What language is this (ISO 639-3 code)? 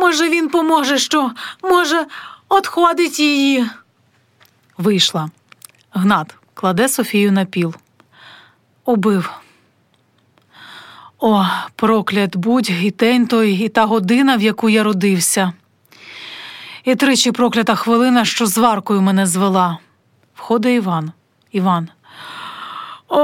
ukr